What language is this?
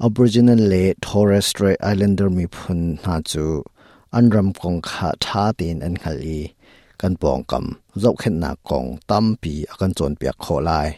Hakha Chin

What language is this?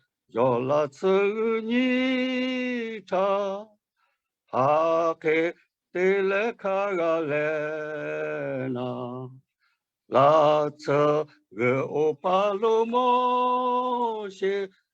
Lahu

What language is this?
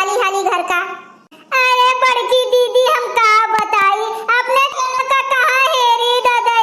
Awadhi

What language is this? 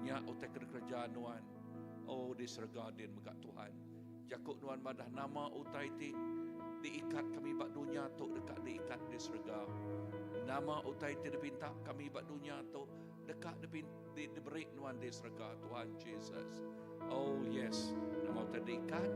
Iban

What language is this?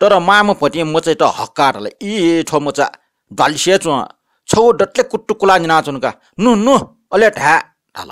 Newari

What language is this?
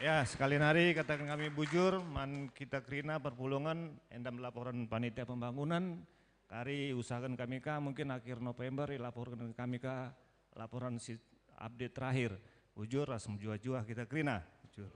Batak Karo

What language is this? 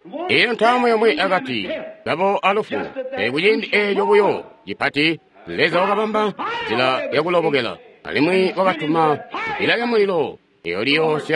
Tonga (Zambia)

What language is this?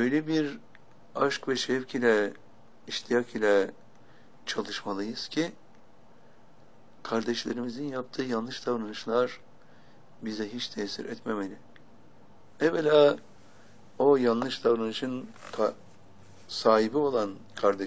Turkish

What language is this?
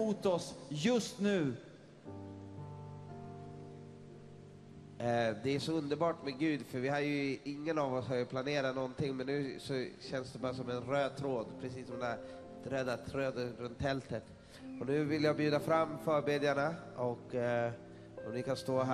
Swedish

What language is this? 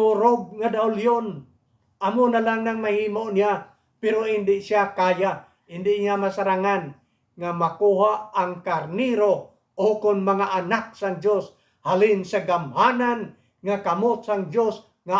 Hiligaynon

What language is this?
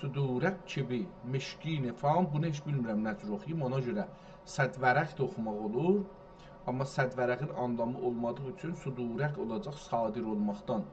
South Azerbaijani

